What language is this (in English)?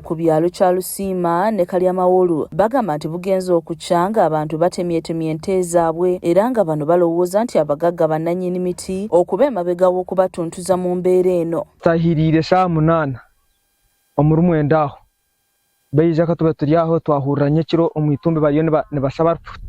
Ganda